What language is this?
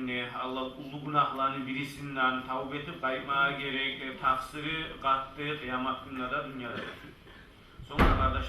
Kumyk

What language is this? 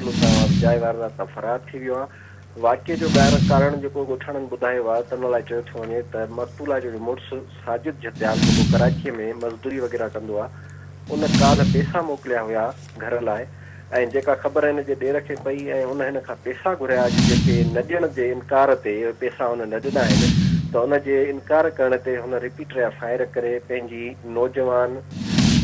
Sindhi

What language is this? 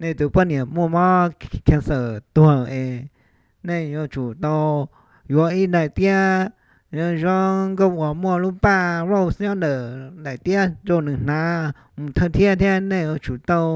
Hmong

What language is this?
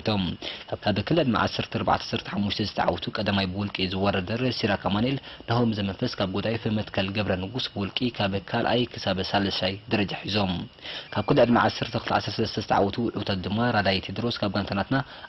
Tigrinya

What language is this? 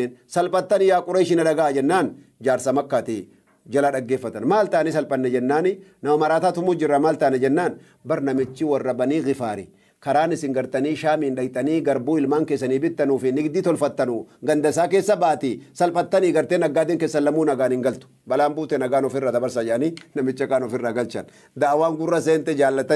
Oromo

